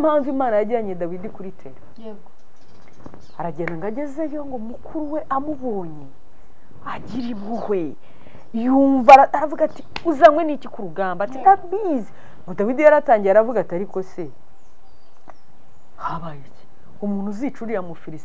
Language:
Kinyarwanda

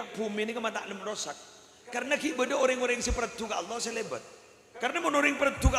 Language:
Madurese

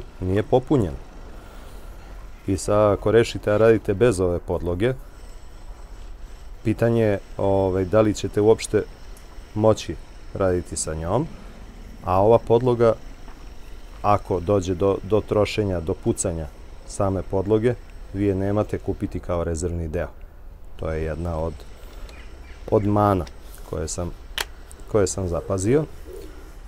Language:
Serbian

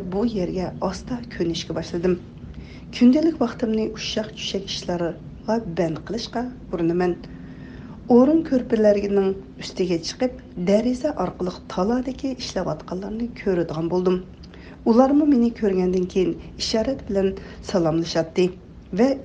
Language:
Uyghur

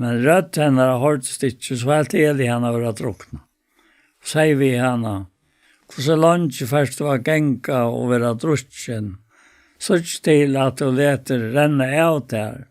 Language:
Faroese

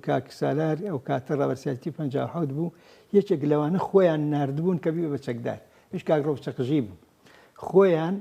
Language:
Central Kurdish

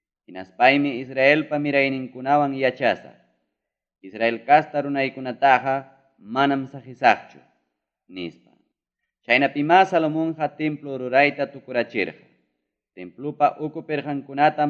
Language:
Ayacucho Quechua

